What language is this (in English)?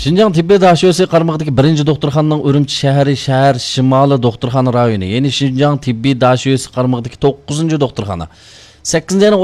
Uyghur